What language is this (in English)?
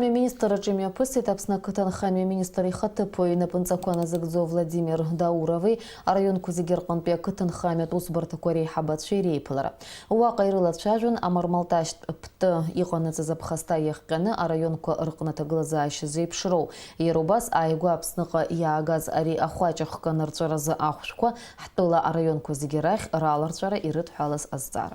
Abkhazian